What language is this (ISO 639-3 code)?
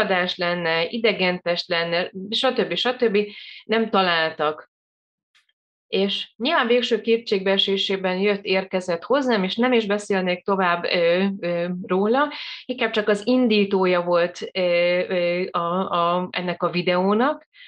hun